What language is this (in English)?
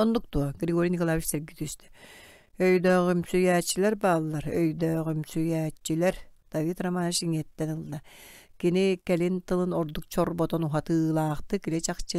Yakut